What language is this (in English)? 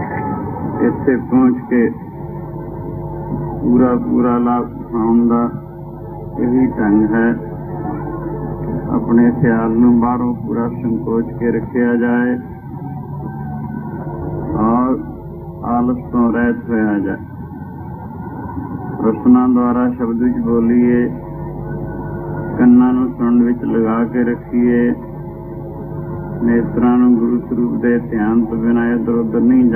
Punjabi